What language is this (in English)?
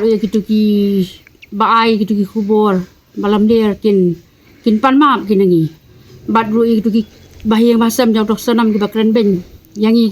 Khasi